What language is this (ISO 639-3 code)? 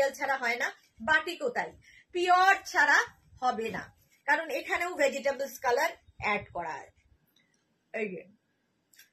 ben